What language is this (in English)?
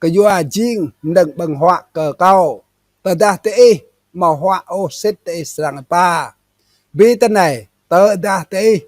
Rade